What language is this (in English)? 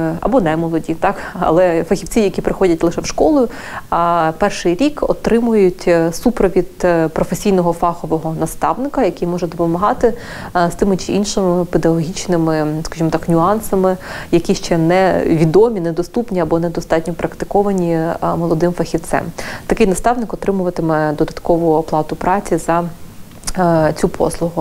Ukrainian